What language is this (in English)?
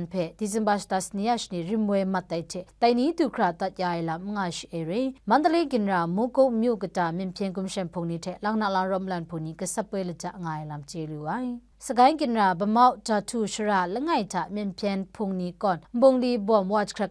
Kachin